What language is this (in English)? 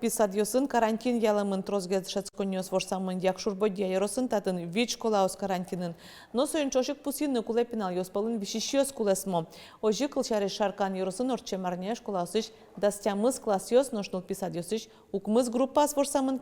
Udmurt